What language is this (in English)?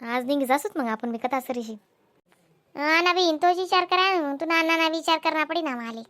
Khandesi